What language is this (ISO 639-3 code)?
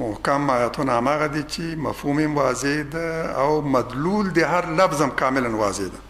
pus